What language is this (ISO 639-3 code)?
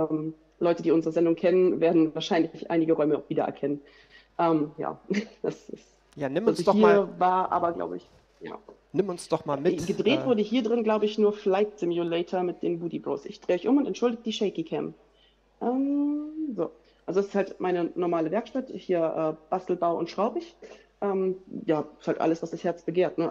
deu